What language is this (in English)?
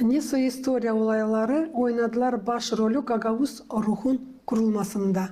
Gagauz